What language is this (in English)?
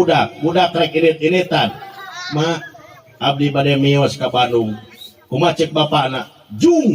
Sundanese